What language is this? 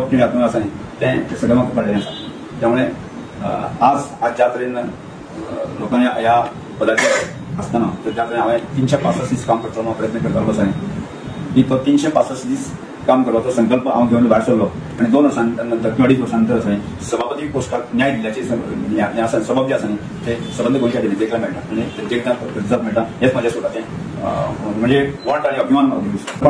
Konkani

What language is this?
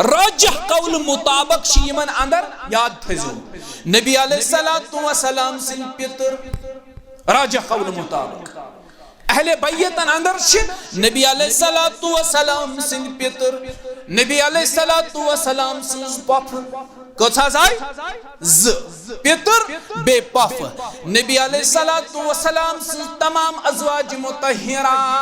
Kashmiri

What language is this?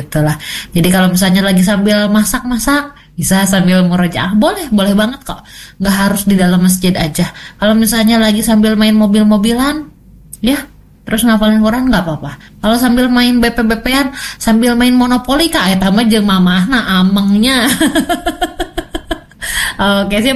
Indonesian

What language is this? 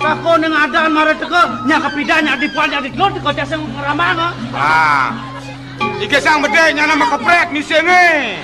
Balinese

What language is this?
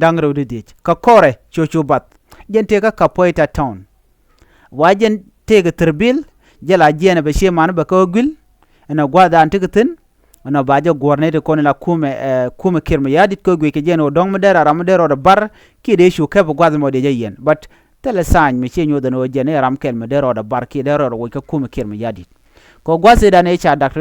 Nuer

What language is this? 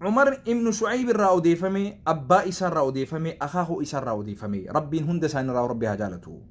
Oromo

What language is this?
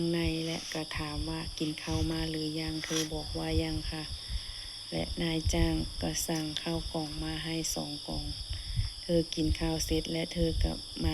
Lao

